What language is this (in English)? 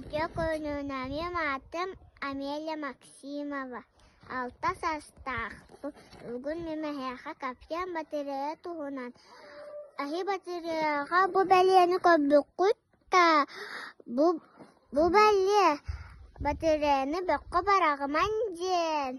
Yakut